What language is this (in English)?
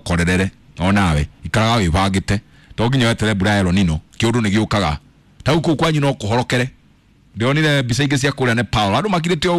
Kikuyu